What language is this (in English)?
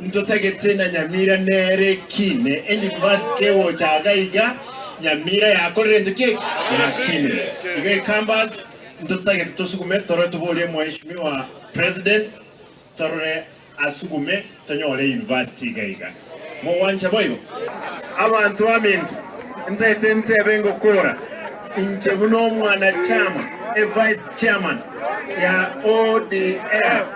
Gusii